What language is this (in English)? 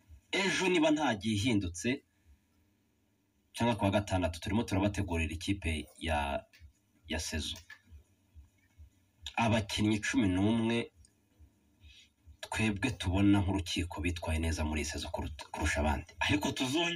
Kinyarwanda